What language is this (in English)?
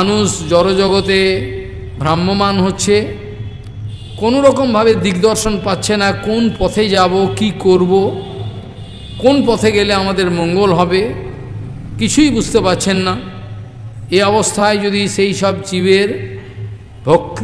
Bangla